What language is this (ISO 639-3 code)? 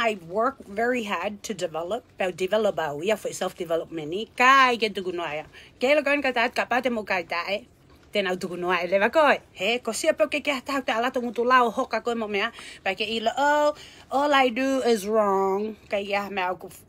ton